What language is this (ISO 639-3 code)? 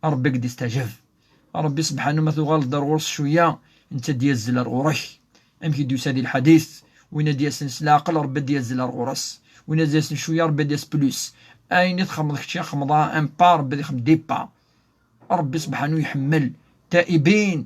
kab